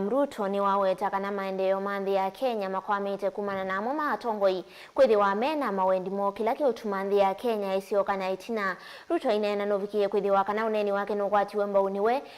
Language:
Kamba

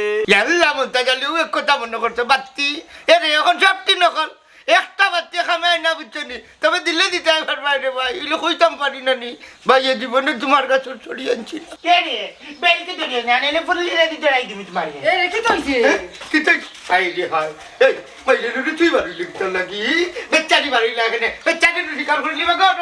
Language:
Sylheti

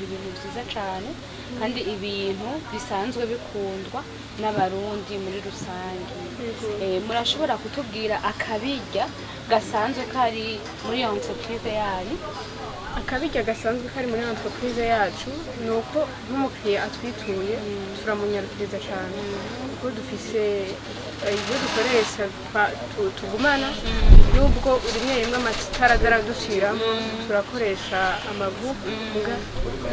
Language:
Rundi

